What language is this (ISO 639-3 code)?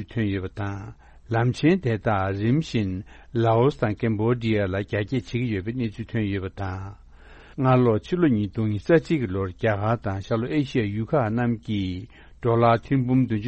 bod